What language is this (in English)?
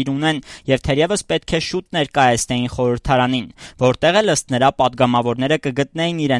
Armenian